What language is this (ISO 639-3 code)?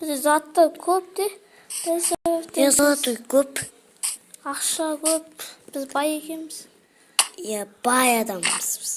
kaz